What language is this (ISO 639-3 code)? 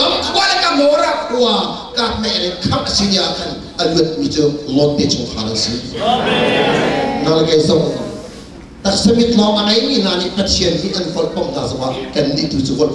cnh